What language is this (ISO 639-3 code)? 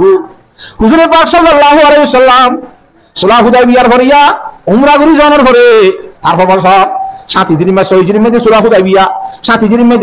rhg